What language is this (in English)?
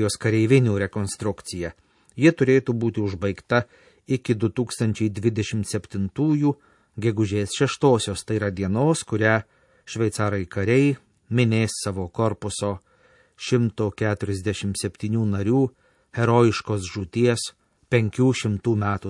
Lithuanian